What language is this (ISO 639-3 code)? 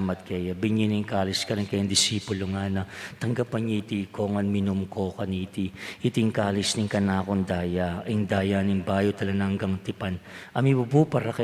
pam